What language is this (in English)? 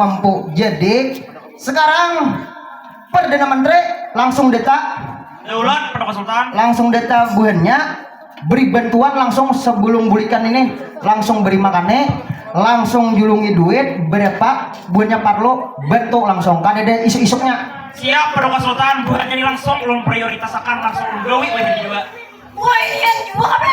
Banjar